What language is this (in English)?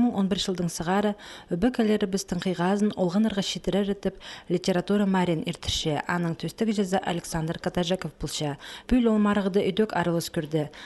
Khakas